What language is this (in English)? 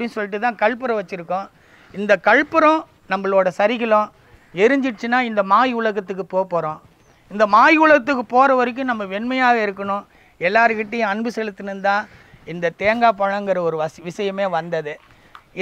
Tamil